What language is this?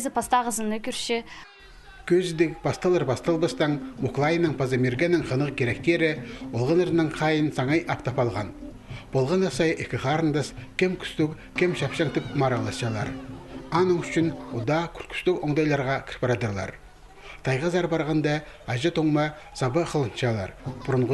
Khakas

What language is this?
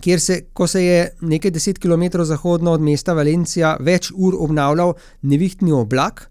Slovenian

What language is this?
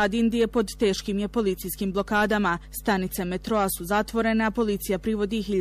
Croatian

